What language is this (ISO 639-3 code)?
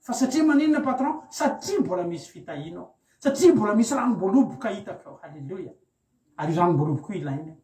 mlg